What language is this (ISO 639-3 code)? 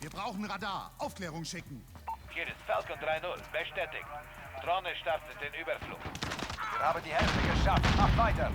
bar